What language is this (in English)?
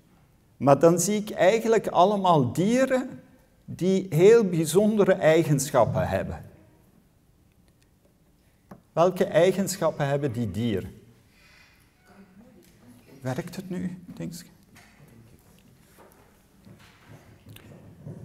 Dutch